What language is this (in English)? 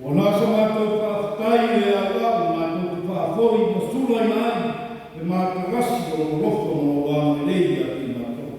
Samoan